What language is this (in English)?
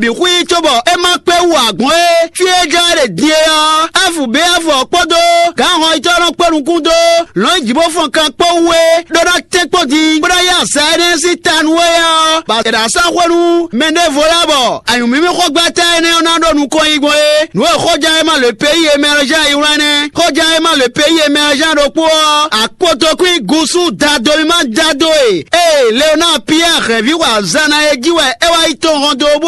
Fon